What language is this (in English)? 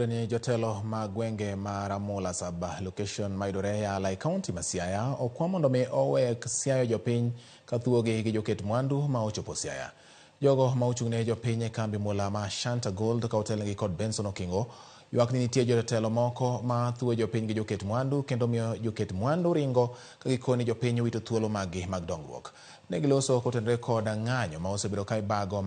Luo (Kenya and Tanzania)